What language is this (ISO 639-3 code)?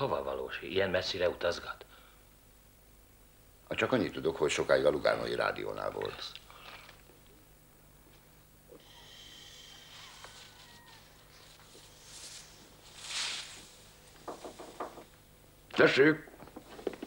hun